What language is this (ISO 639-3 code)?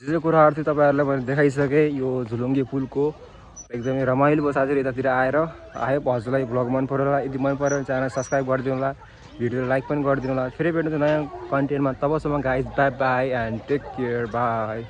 nep